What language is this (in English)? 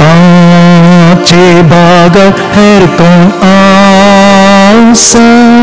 Konkani